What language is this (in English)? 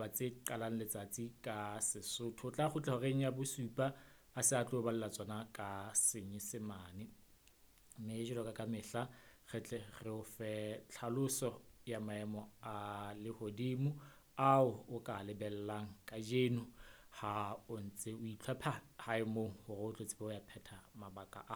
Southern Sotho